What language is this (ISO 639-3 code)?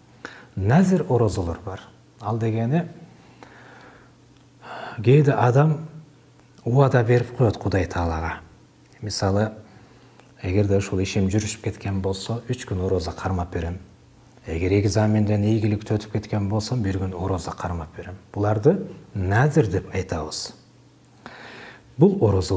kir